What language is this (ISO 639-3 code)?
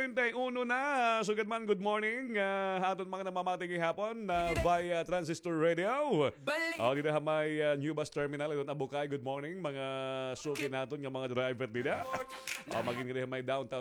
war